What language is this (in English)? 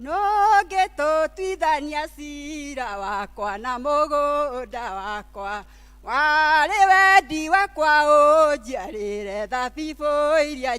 Kikuyu